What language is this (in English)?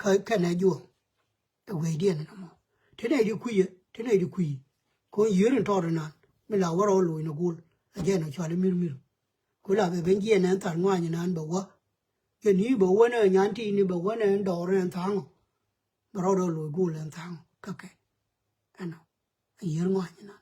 Nuer